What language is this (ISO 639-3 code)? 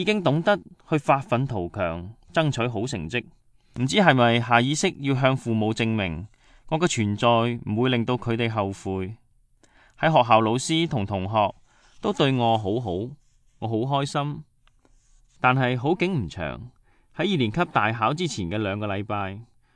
yue